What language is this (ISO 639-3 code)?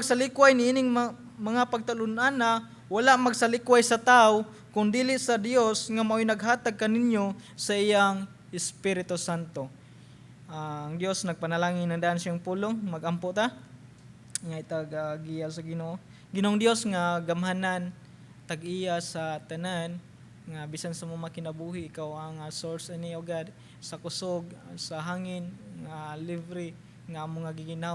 ceb